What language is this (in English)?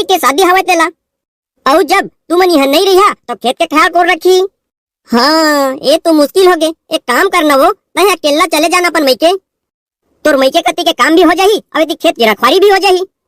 Chhattisgarhi